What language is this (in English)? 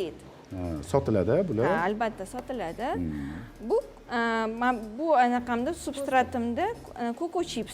Uzbek